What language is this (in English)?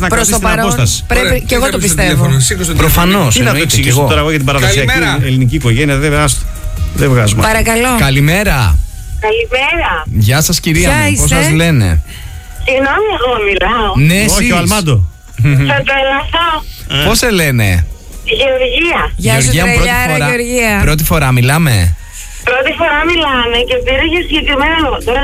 Greek